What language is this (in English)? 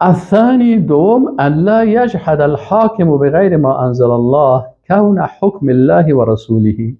Persian